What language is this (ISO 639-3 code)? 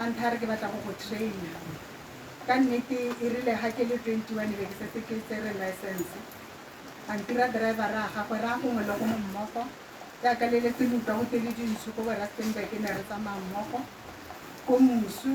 tsn